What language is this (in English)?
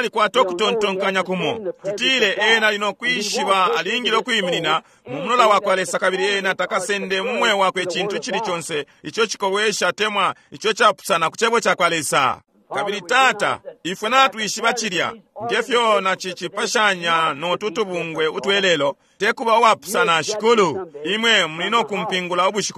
Bemba